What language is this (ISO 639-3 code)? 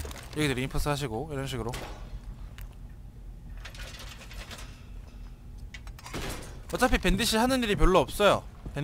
kor